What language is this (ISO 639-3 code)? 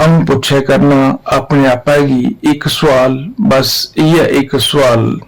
doi